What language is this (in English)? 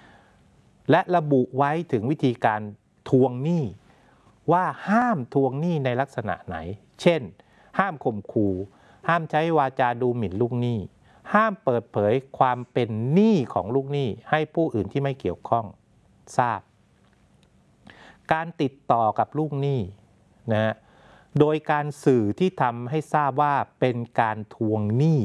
Thai